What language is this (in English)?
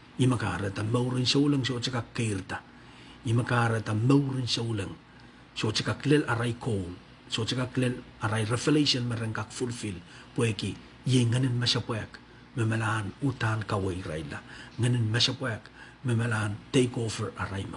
Pohnpeian